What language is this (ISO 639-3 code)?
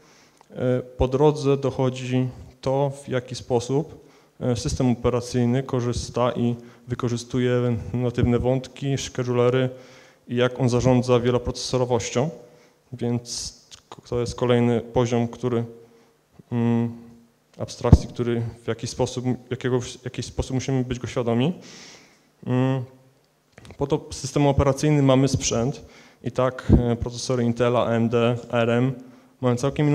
pol